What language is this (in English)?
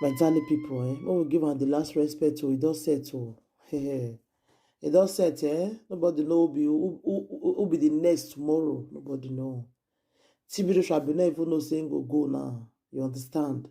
Nigerian Pidgin